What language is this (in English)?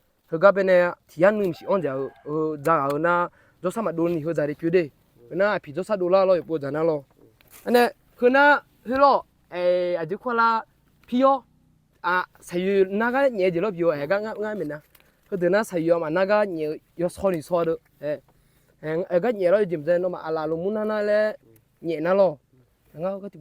Akha